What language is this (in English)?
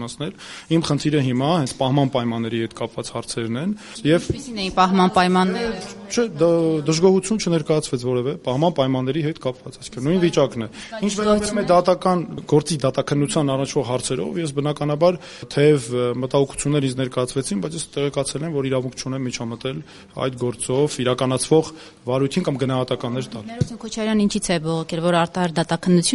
Armenian